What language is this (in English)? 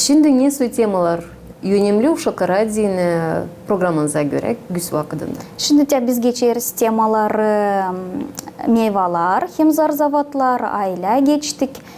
Gagauz